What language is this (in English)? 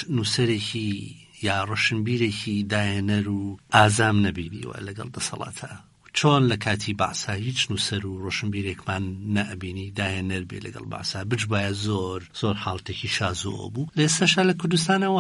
Central Kurdish